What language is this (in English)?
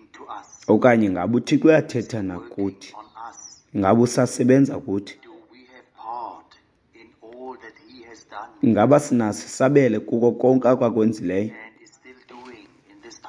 Xhosa